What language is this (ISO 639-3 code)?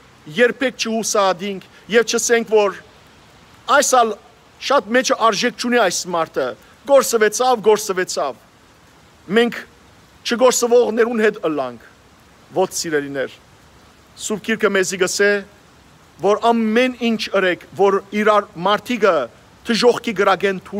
hyw